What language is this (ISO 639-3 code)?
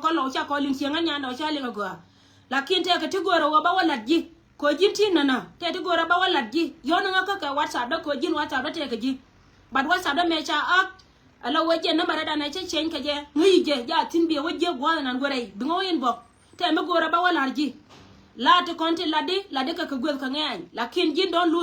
nus